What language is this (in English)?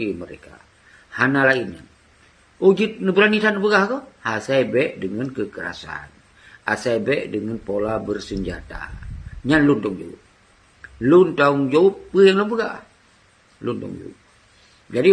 Achinese